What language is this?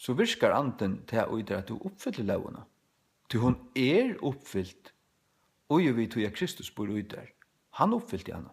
Faroese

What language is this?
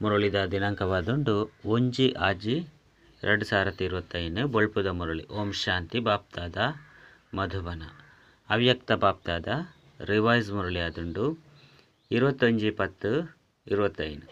Tulu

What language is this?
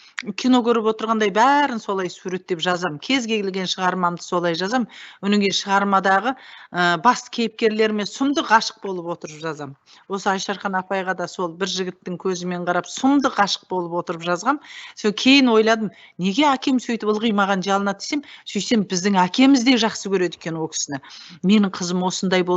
Kazakh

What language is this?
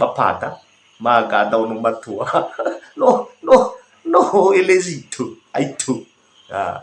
Nias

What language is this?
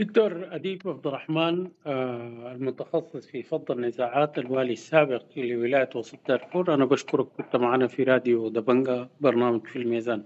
Sudanese Arabic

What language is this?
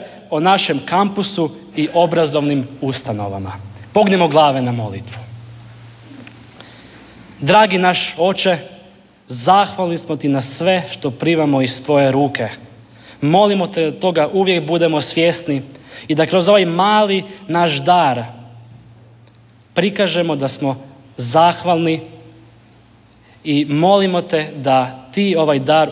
Croatian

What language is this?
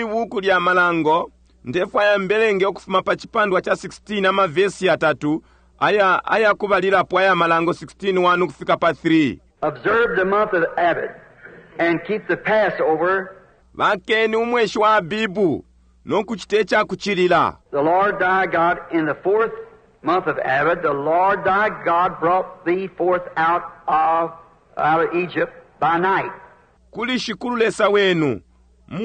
Bemba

